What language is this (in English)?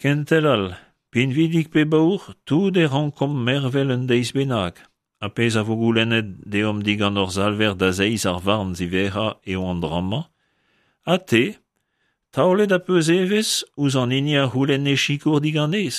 Breton